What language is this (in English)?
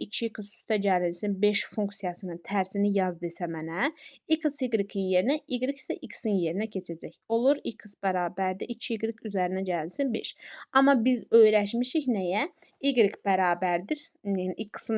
Azerbaijani